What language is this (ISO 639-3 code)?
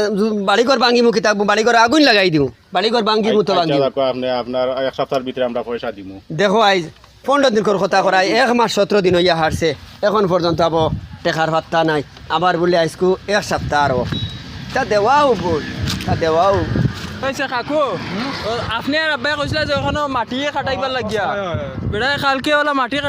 syl